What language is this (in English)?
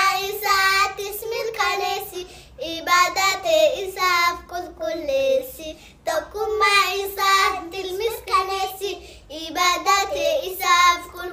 Oromo